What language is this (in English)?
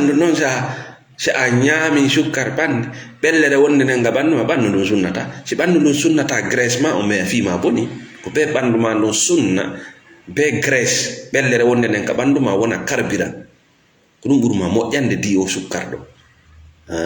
Fula